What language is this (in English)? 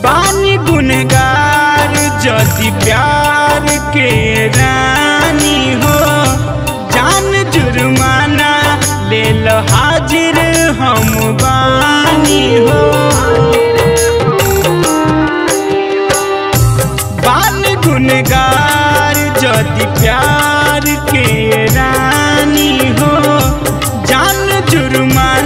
Bhojpuri